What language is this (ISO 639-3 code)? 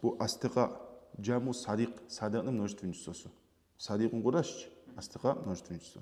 kum